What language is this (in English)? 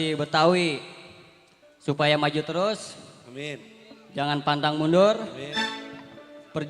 Betawi